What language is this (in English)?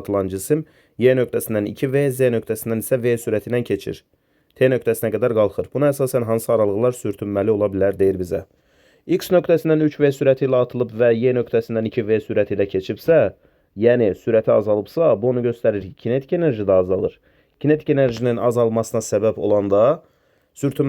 Azerbaijani